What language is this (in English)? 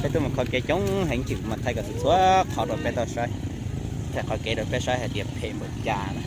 Hmong